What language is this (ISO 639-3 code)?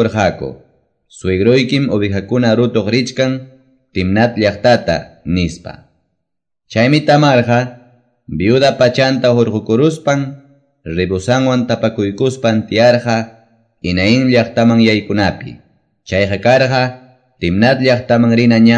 que